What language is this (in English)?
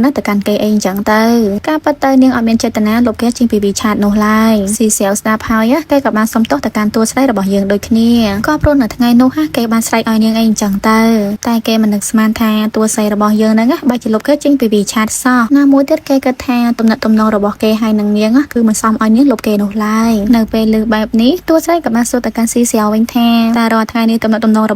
Khmer